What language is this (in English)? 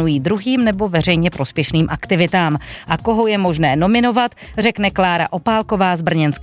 Czech